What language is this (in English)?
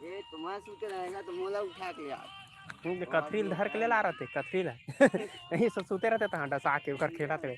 Chhattisgarhi